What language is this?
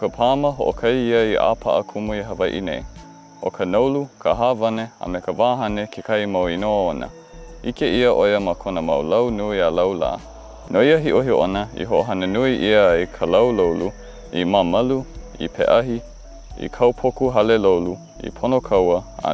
Hawaiian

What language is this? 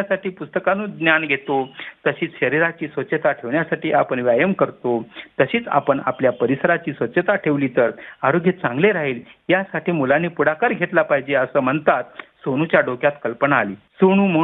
Marathi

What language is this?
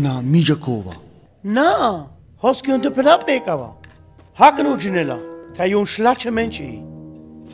Sinte Romani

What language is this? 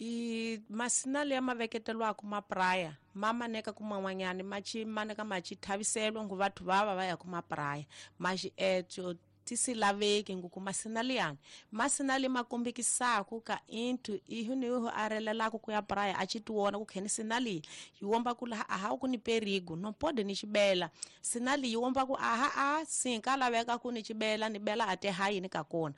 Tsonga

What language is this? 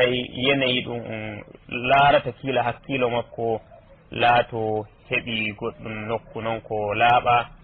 Nigerian Fulfulde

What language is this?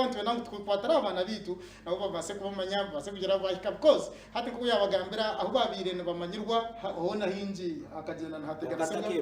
Nyankole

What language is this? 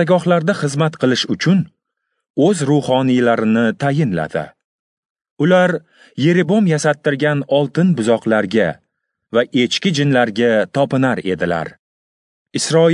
Uzbek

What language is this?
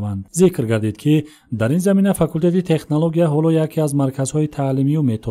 Tajik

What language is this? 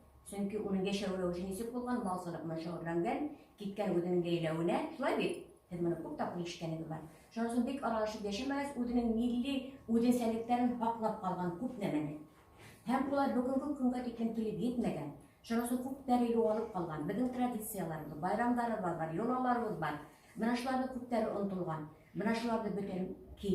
Bashkir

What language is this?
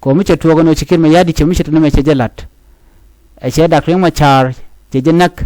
Nuer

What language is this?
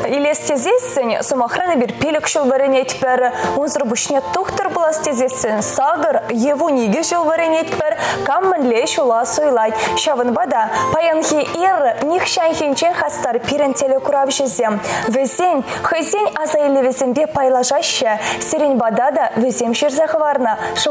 Chuvash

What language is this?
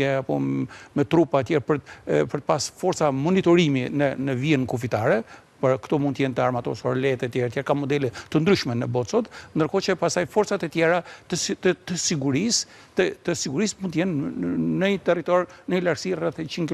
Albanian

